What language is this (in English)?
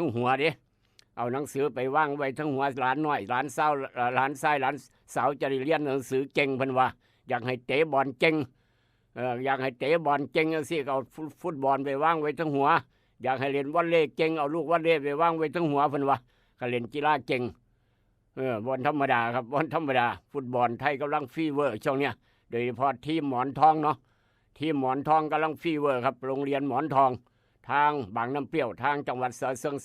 Northeastern Thai